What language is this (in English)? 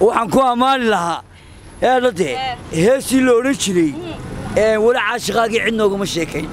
Somali